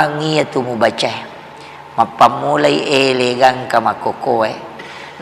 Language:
Buginese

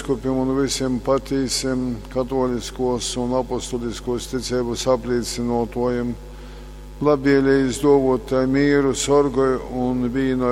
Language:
Latgalian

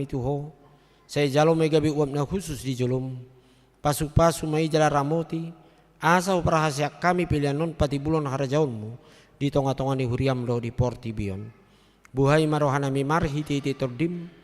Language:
Batak Toba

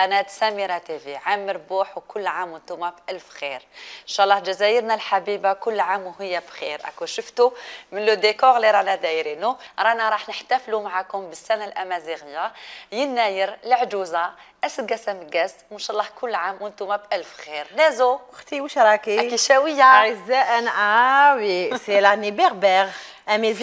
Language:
Algerian Arabic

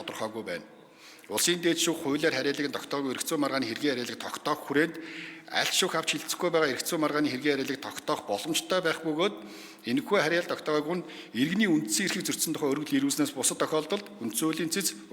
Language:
Mongolian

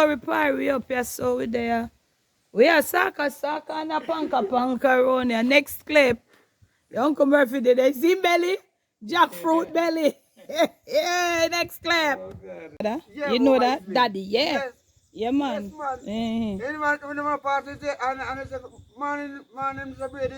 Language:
Jamaican Creole English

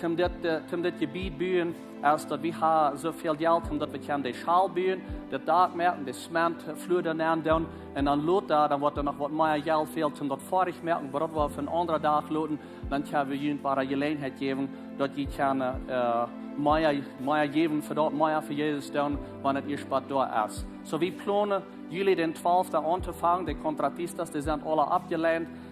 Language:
Plautdietsch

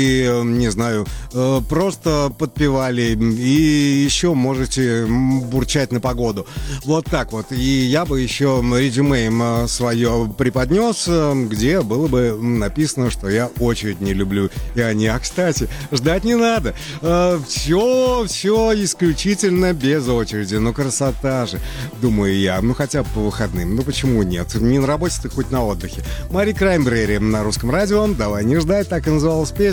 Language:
Russian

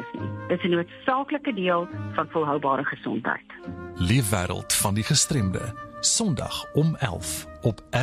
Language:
Afrikaans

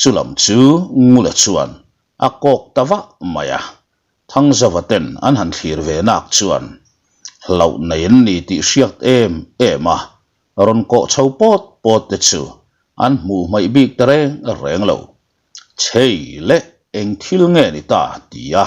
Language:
Mizo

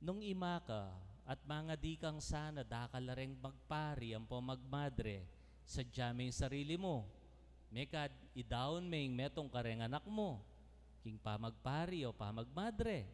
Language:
Pampanga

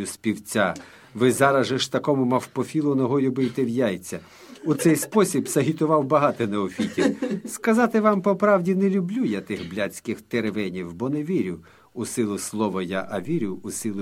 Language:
Ukrainian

